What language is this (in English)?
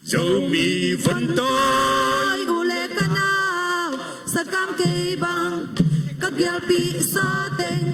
Tedim Chin